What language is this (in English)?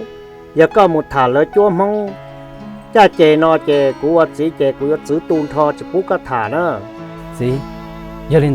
Hmong